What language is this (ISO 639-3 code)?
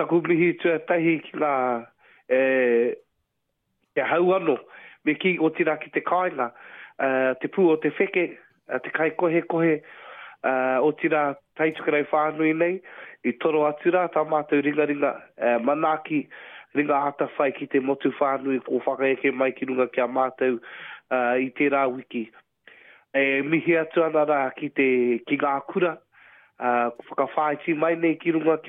mri